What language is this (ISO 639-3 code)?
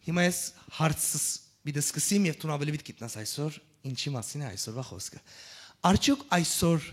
hyw